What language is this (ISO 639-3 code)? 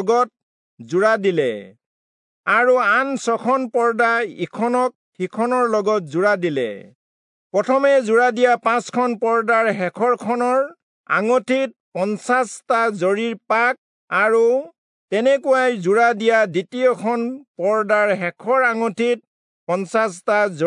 asm